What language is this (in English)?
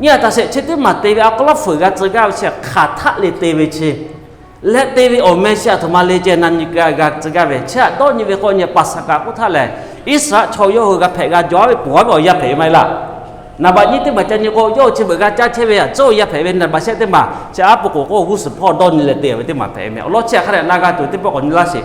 Lahu